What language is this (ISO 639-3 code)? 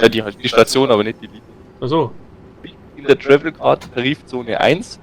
bar